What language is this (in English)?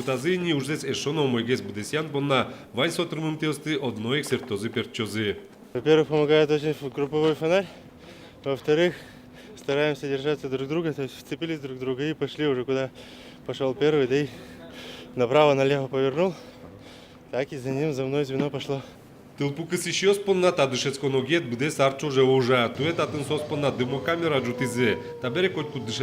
Udmurt